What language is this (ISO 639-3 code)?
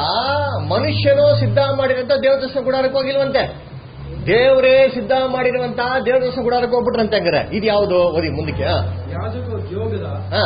kan